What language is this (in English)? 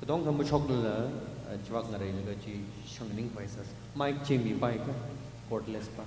Tangkhul Naga (India)